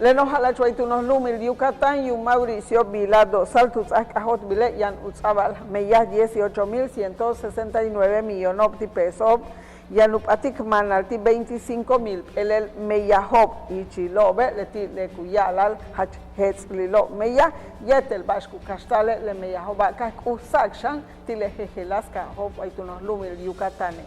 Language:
Yucateco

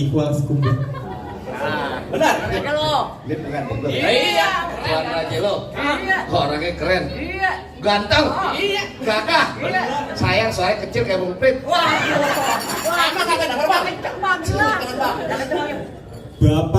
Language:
Betawi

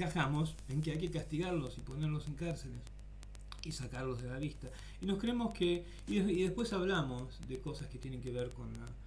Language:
Spanish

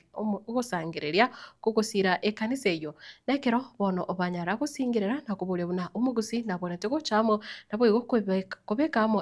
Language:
Gusii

